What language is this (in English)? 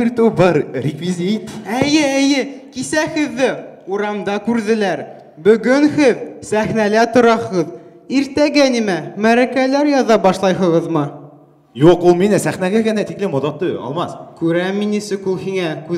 Bashkir